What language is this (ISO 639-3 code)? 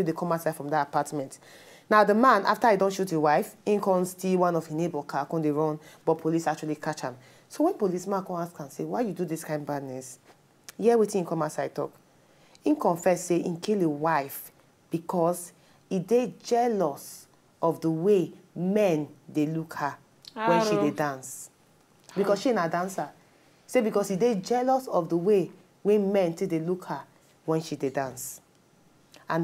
pcm